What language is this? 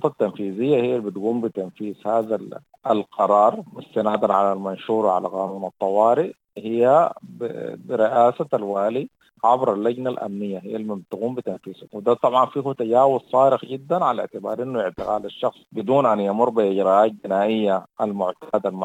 Sudanese Arabic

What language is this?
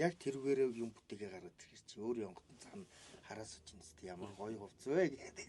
Mongolian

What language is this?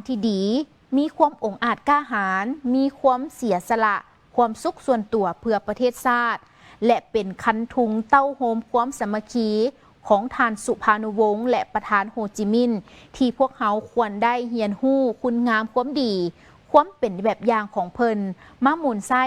Lao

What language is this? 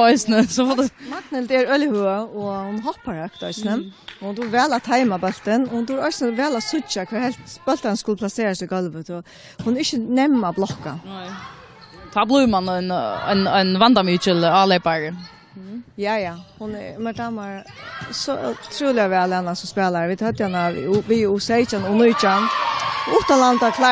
Faroese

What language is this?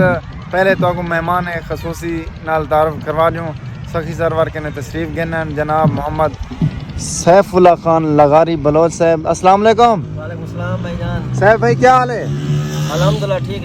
Saraiki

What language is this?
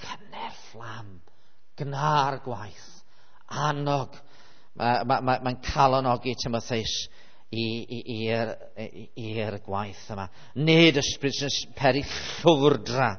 Welsh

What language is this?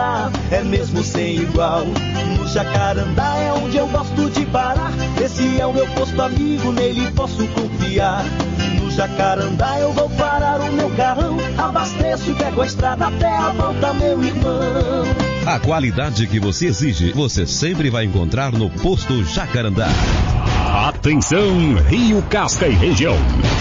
Portuguese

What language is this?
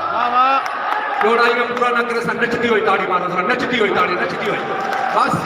Saraiki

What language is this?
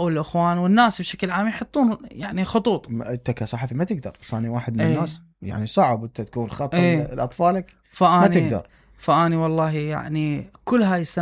Mesopotamian Arabic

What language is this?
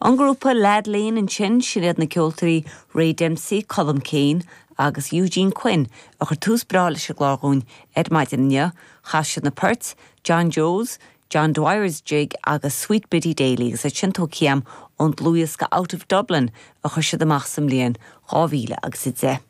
Irish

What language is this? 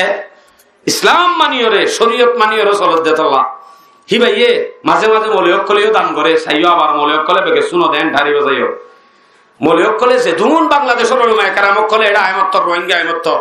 Rohingya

